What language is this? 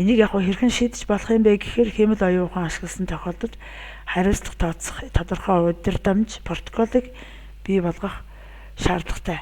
Mongolian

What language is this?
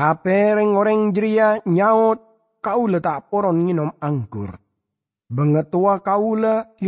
Madurese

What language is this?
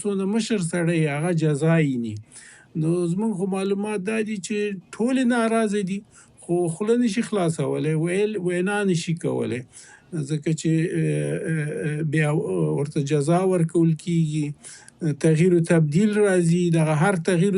Pashto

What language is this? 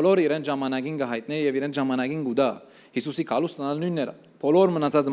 Western Armenian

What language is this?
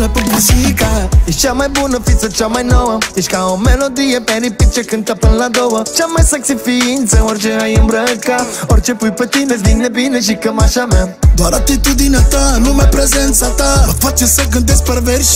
Romanian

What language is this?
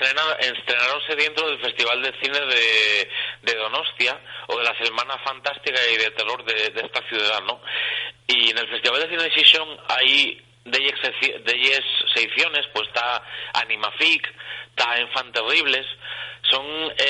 Asturian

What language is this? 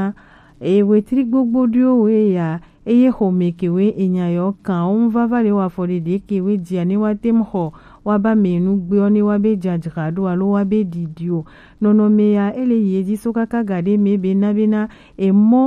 Gen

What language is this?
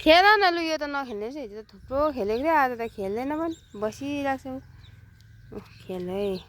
Nepali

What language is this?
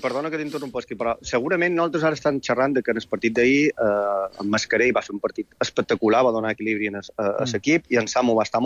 Catalan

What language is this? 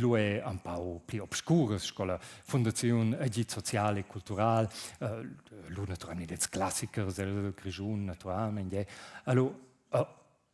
Romansh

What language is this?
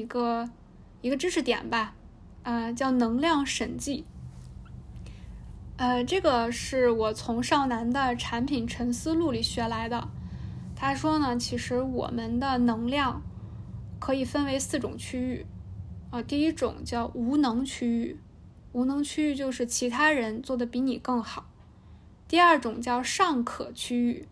Chinese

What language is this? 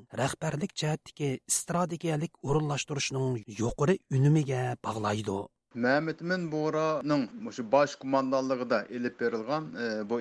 Uyghur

